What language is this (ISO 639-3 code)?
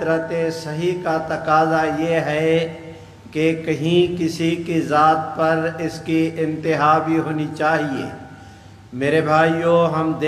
urd